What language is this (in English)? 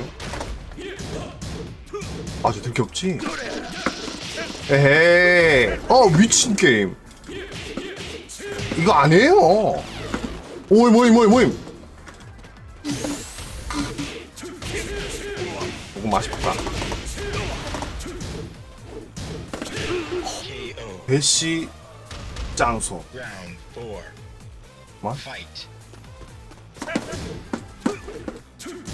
Korean